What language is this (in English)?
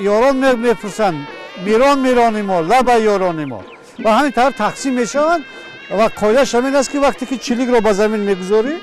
Tajik